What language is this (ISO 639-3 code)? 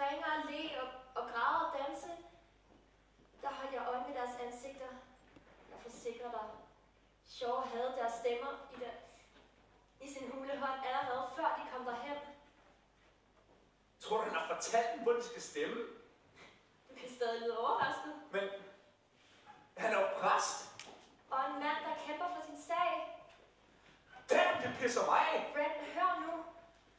dan